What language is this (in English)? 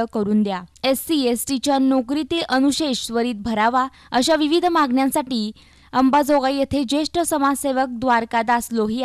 Marathi